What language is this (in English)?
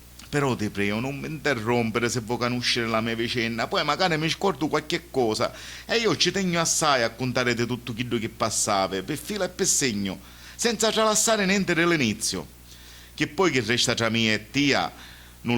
Sicilian